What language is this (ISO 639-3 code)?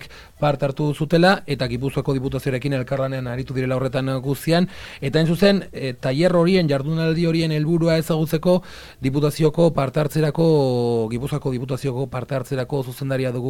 eus